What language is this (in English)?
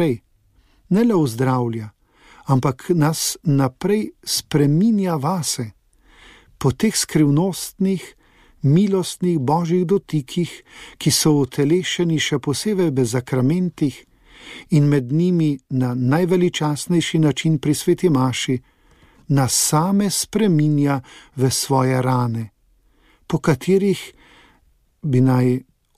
Slovenian